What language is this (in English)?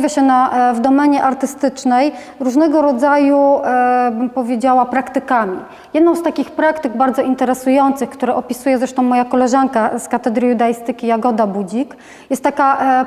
Polish